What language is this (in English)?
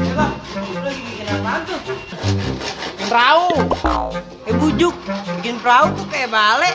Betawi